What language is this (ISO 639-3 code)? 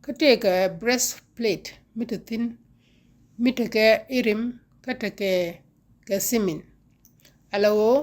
nus